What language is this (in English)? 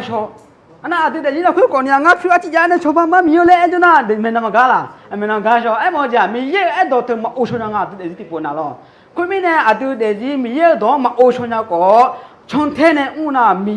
Akha